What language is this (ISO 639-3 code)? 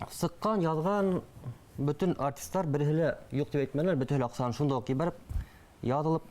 bak